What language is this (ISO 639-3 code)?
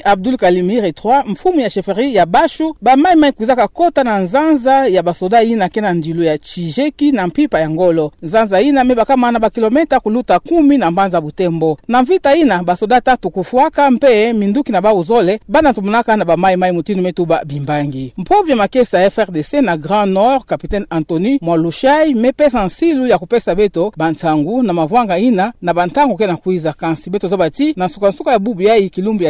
ktu